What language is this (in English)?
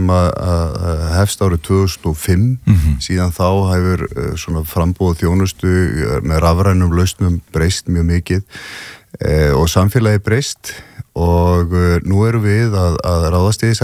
Icelandic